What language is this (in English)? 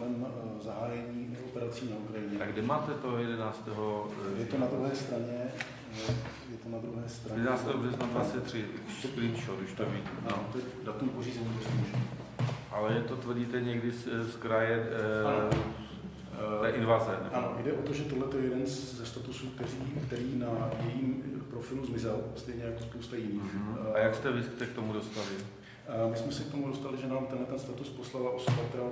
Czech